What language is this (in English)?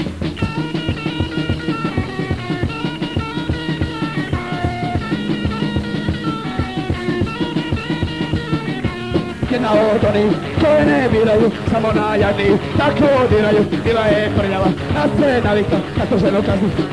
Croatian